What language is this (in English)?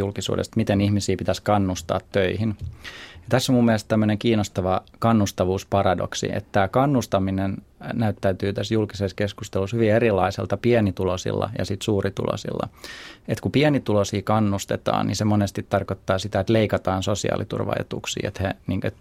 Finnish